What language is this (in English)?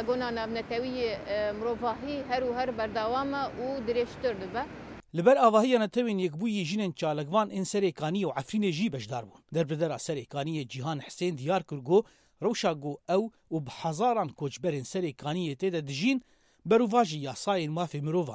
Kurdish